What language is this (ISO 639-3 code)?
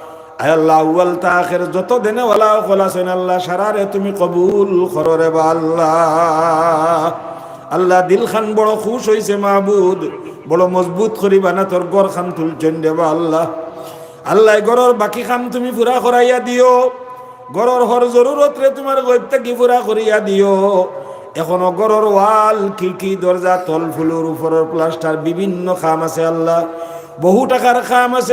syl